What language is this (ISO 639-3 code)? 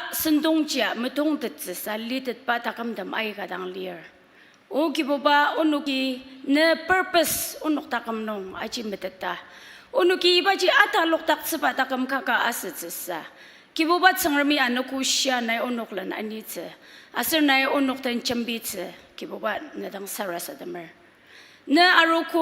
njo